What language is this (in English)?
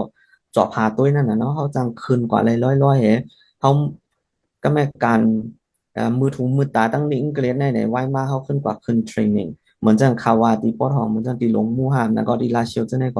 Shan